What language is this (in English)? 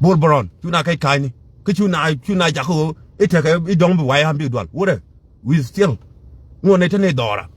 Nuer